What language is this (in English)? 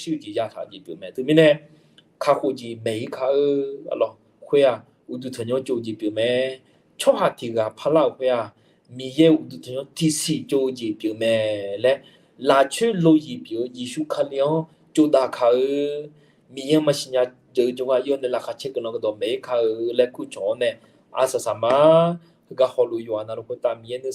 Akha